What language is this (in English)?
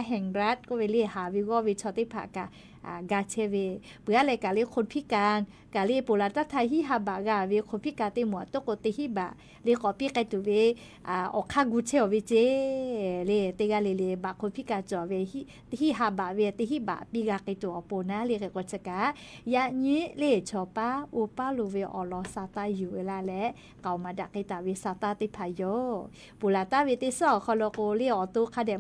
Lahu